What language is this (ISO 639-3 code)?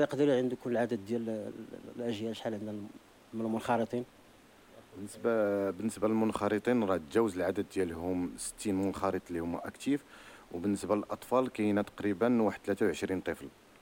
ary